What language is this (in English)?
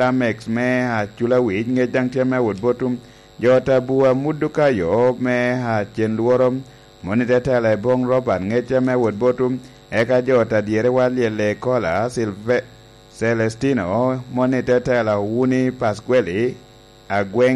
Lango (Uganda)